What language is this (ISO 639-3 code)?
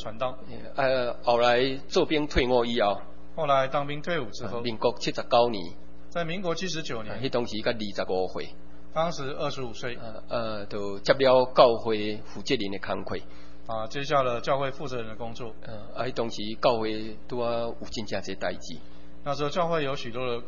nan